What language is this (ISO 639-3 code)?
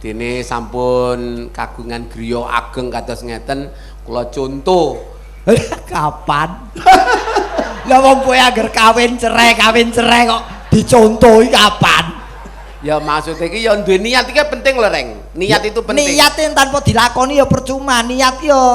jav